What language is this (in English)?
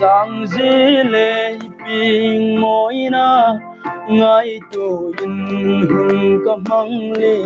Hmar